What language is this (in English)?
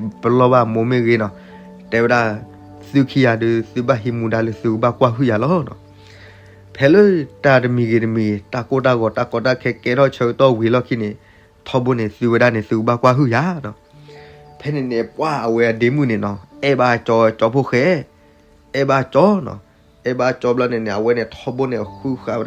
S'gaw Karen